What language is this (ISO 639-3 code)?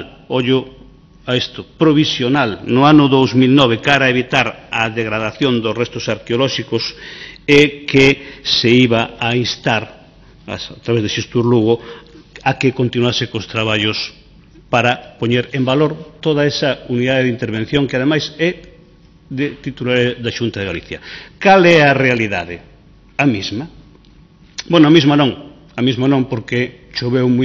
glg